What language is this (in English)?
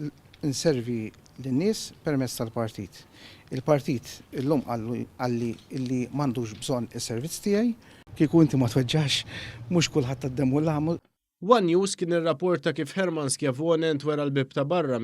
Maltese